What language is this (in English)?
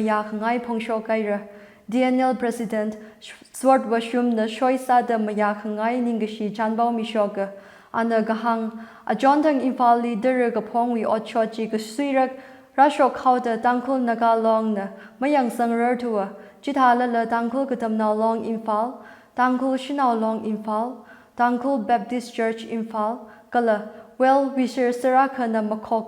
Tangkhul Naga (India)